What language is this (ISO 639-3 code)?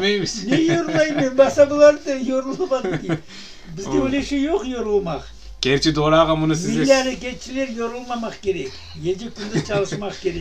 crh